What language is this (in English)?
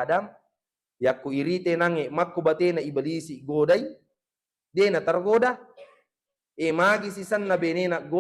Buginese